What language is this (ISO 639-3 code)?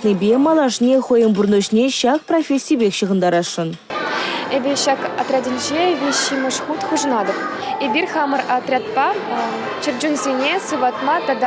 chv